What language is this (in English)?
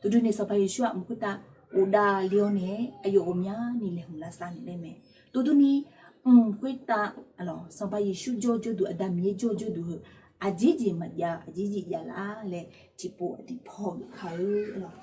Akha